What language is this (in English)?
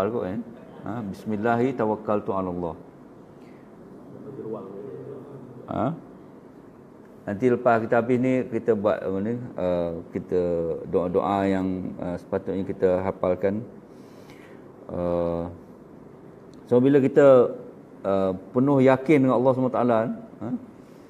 Malay